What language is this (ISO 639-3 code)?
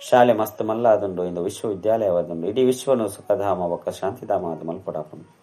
tcy